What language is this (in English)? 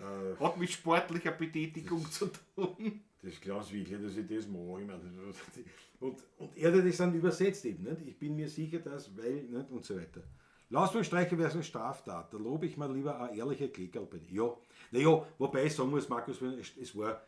Bavarian